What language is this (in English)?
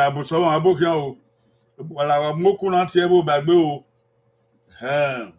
Bini